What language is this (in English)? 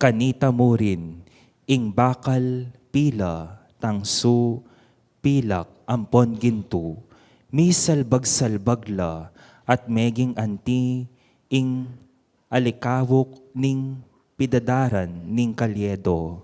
Pampanga